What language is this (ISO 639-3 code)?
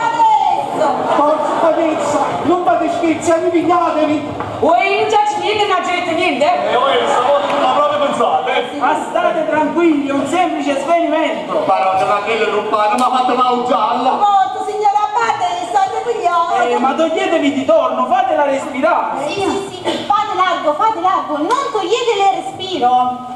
nap